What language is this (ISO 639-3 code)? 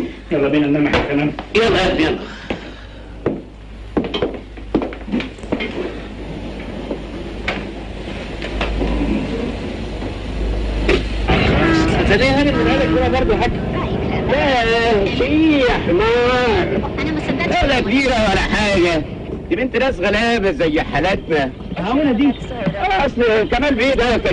arz